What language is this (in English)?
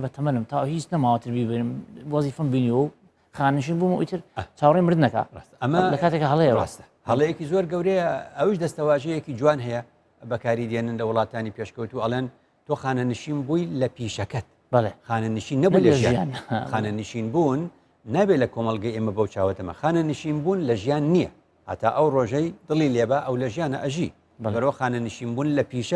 Central Kurdish